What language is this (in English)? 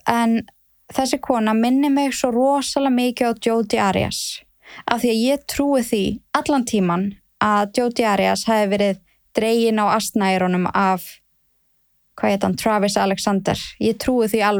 Icelandic